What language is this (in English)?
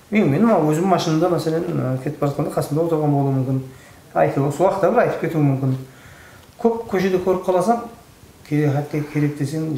Kara-Kalpak